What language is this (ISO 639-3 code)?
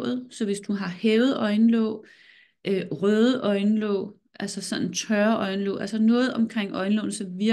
dan